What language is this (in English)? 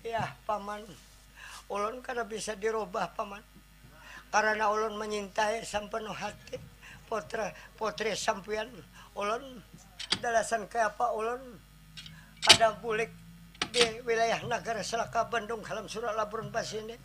Banjar